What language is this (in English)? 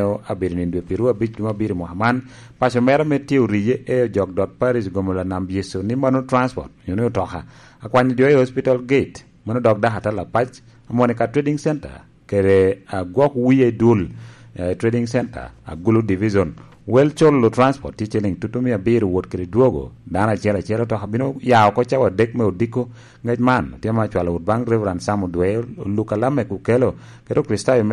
Lango (Uganda)